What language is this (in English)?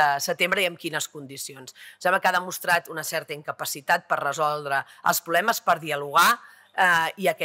Catalan